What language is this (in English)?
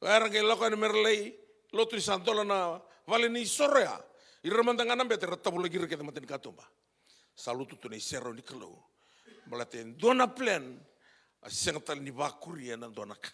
Fijian